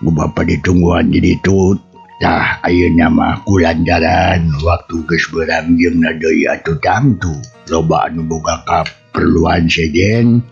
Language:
Sundanese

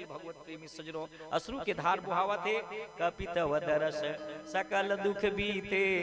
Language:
Chhattisgarhi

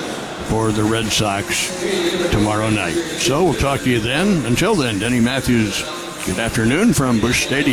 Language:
English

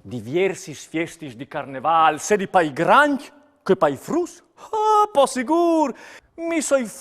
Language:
Friulian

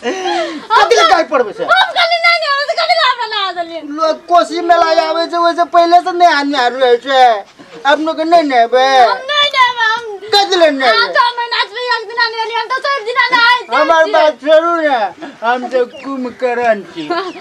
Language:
Maithili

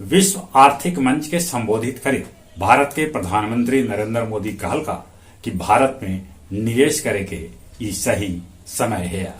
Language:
Magahi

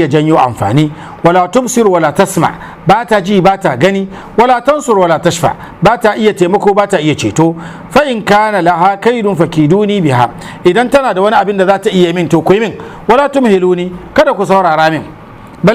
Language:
Hausa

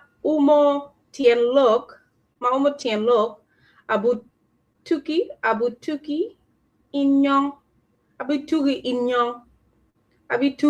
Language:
Acoli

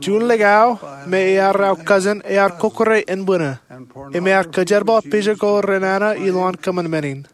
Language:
Marshallese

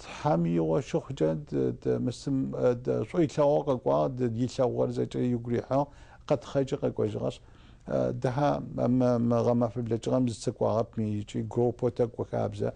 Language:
Adyghe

